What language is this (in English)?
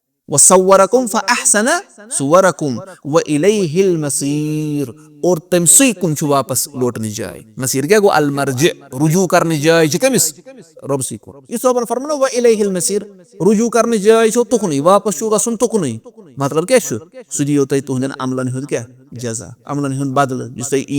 Kashmiri